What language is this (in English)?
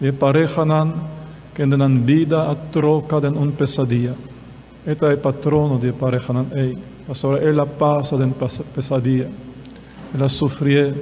Papiamento